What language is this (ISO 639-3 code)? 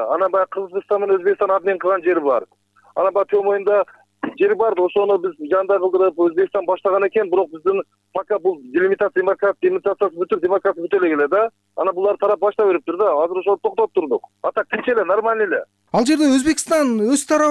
kir